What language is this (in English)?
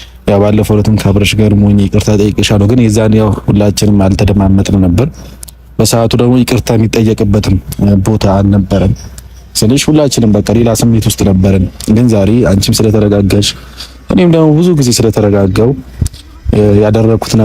Amharic